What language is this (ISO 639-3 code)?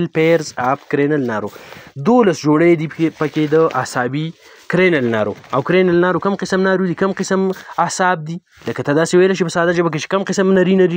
pus